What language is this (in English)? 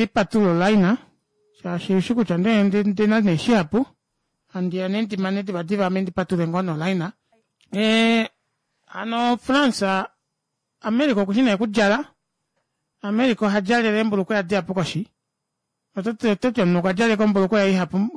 Kuanyama